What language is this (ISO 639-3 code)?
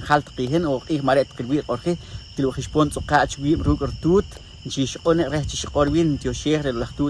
poh